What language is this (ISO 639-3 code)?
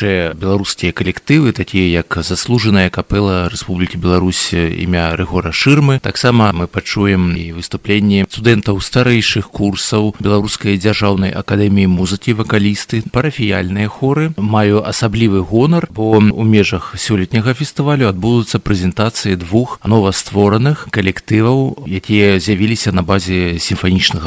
bel